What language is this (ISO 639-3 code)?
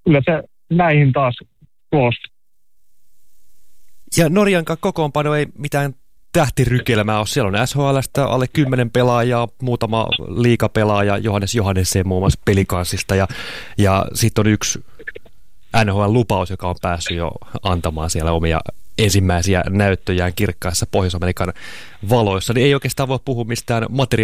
fin